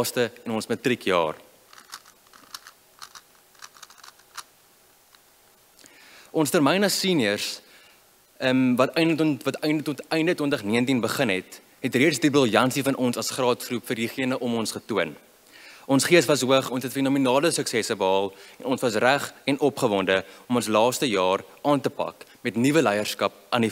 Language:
Afrikaans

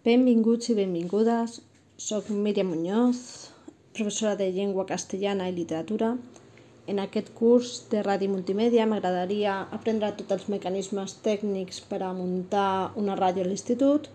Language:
Catalan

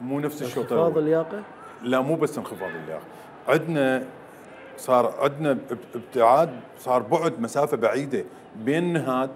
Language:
Mesopotamian Arabic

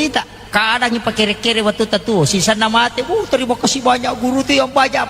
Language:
Buginese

